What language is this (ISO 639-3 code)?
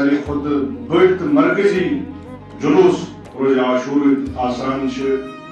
kas